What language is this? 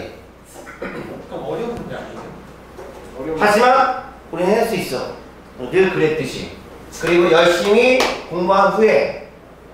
Korean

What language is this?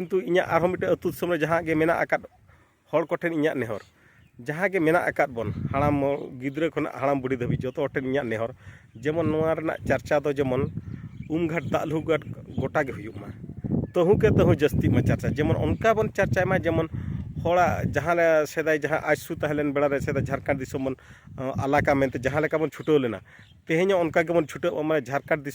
Santali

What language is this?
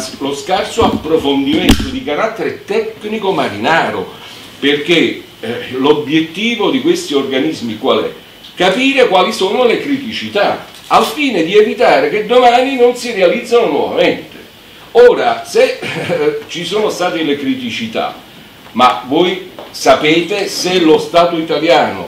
Italian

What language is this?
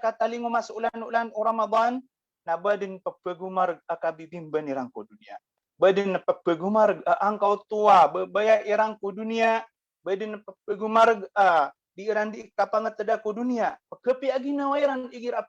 Maranao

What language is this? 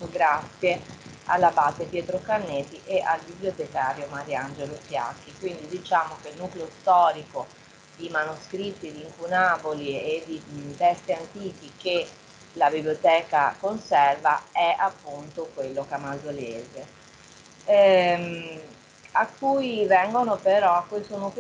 Italian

